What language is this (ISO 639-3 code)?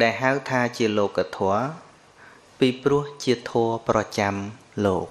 khm